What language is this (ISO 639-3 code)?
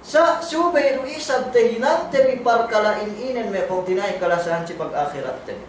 yka